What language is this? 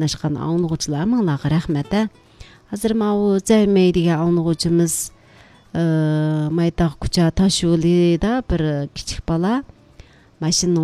Uyghur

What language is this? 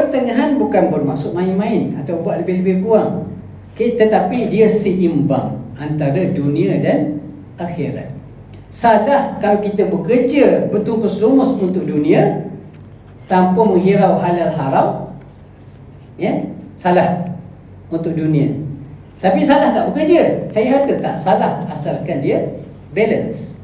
Malay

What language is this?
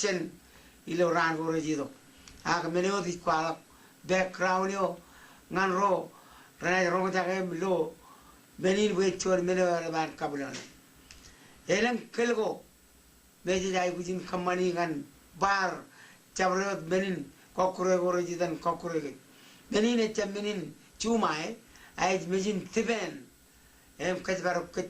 Marshallese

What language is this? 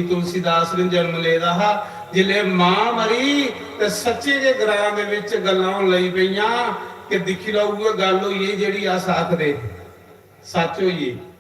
Dogri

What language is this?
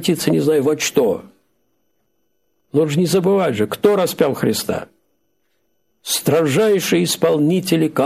Russian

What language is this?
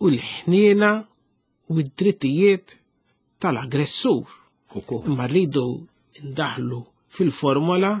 Maltese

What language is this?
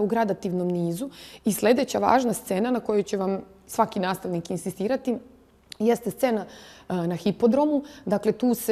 Serbian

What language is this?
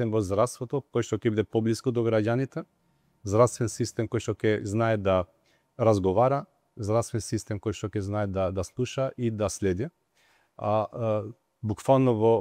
Macedonian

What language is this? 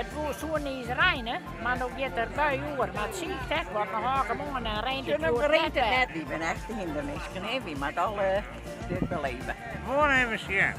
Western Frisian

